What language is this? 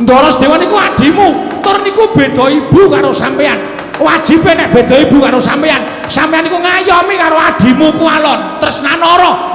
Javanese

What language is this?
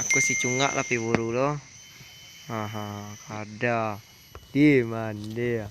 Minangkabau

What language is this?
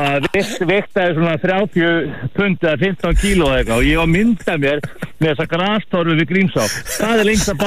Icelandic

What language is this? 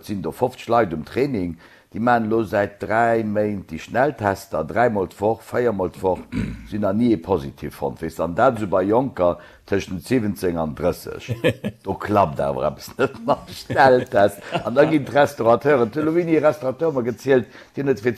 Luxembourgish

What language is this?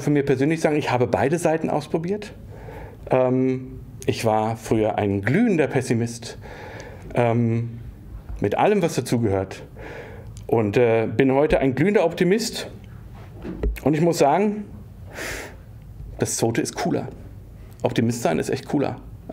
German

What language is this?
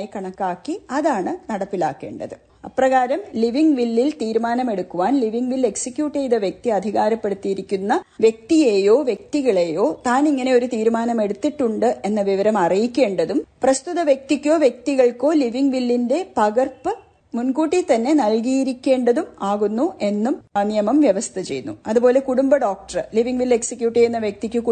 Malayalam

